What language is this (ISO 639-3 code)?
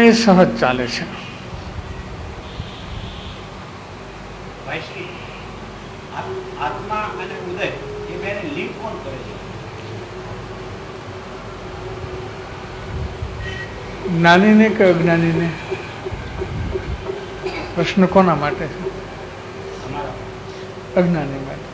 guj